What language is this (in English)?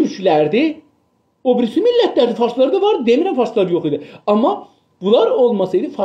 South Azerbaijani